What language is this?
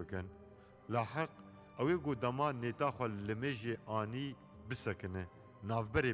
Kurdish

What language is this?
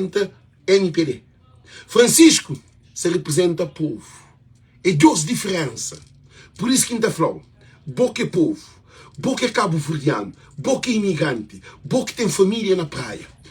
Kabuverdianu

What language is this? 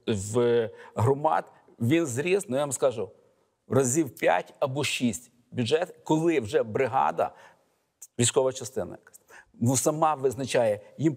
Ukrainian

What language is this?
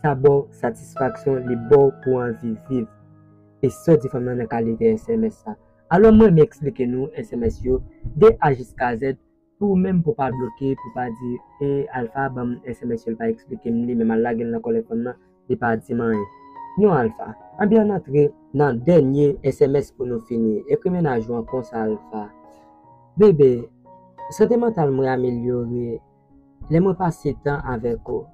Haitian Creole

